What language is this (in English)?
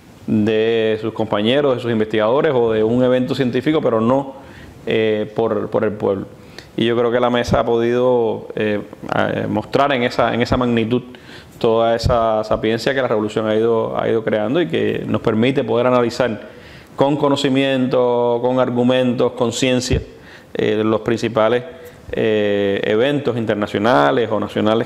Spanish